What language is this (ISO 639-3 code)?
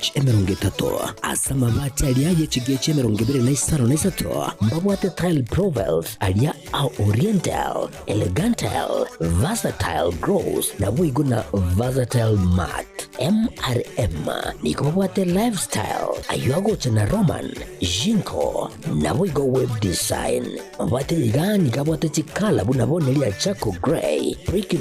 guz